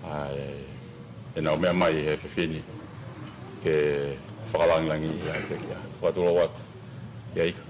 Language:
Tongan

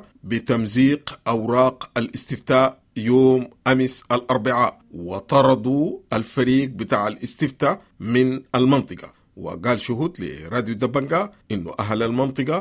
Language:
Sudanese Arabic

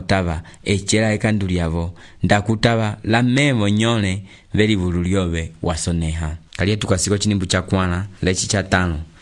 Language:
Umbundu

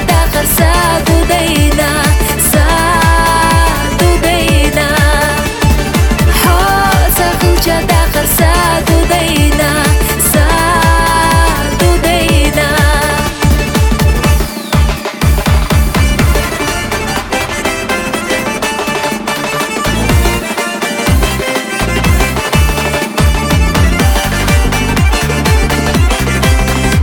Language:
Kazakh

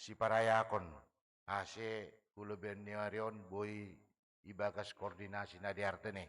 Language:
Batak Simalungun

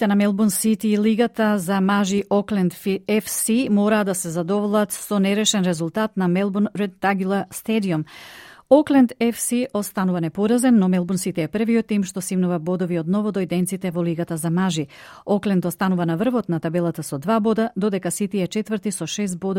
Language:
Macedonian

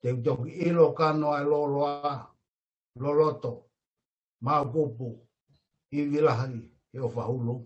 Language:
Tongan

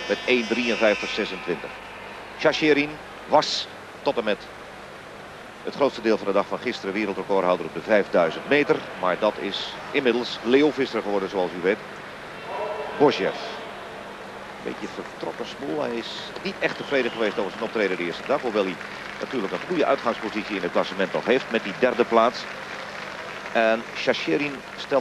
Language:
Dutch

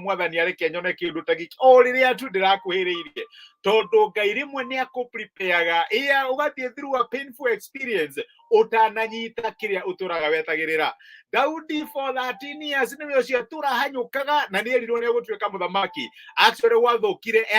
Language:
Kikuyu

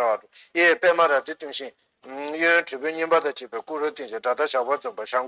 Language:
Tibetan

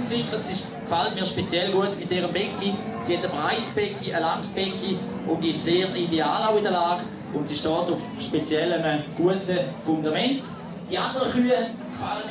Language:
Swiss German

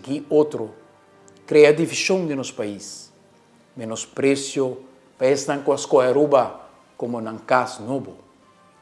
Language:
Papiamento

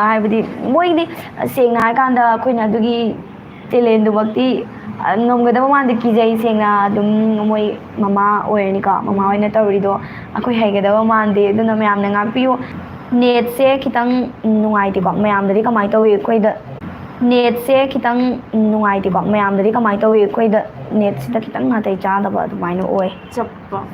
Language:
Manipuri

